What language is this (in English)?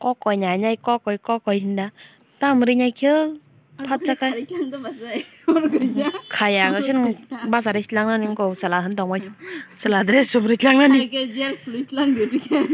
Kok Borok